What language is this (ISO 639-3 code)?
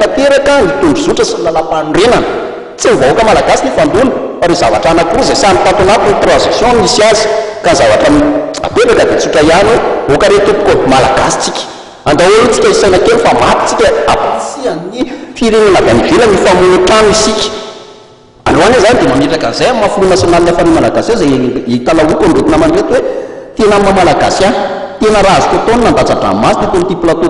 mlg